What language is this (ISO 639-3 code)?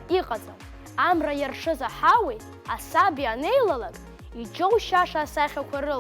abk